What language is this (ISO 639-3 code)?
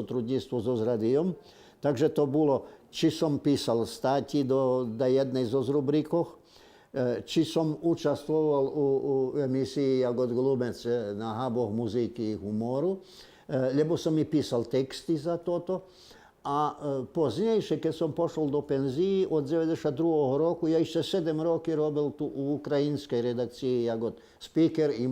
rue